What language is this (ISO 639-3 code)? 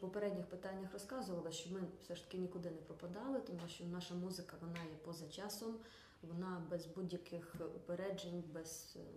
ukr